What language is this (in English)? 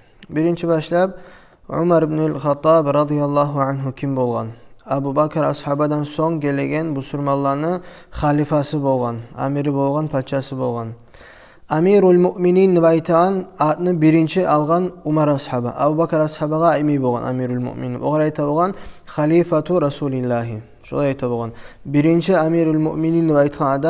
Kumyk